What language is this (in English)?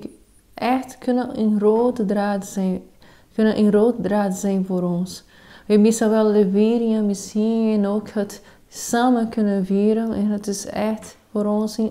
Dutch